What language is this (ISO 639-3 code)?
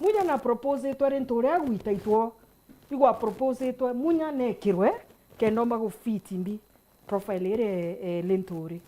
mer